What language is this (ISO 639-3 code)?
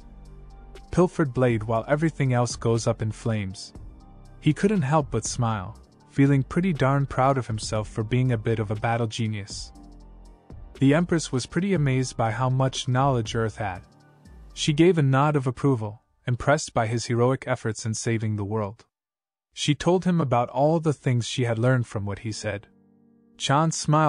eng